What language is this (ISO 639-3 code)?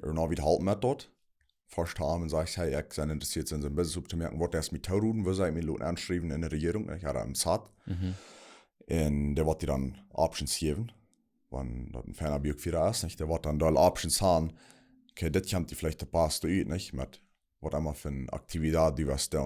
pdt